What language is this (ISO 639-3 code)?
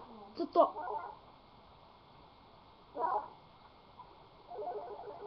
ces